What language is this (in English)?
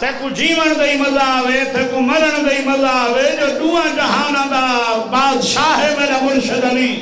Saraiki